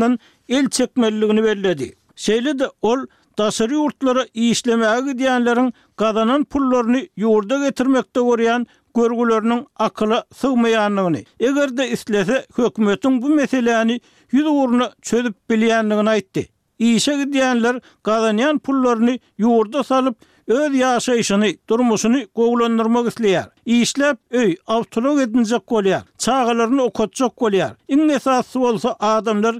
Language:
Turkmen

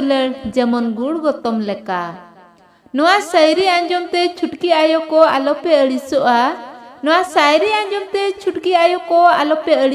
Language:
Santali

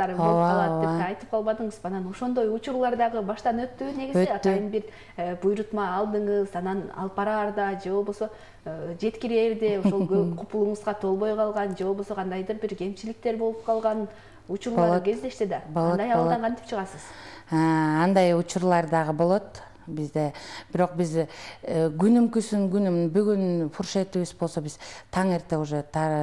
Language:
Kyrgyz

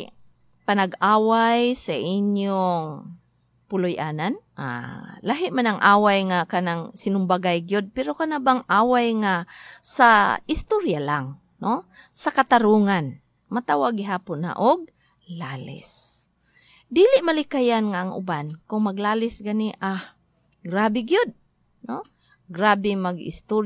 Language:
Cebuano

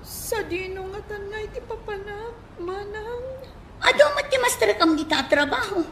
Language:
Iloko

